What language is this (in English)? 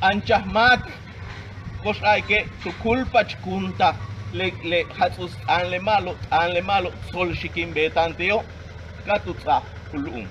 Yucateco